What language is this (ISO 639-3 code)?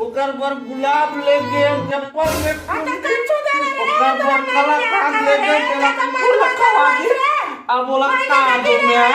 hne